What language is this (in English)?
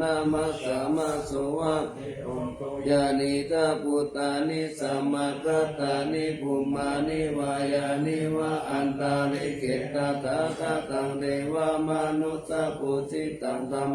Pali